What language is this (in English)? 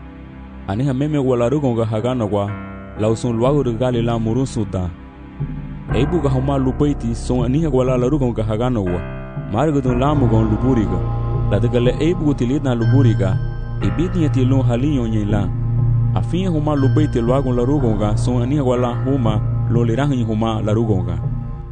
Garifuna